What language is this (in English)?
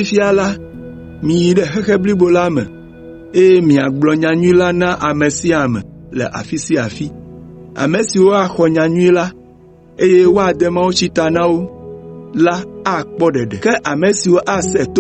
Ewe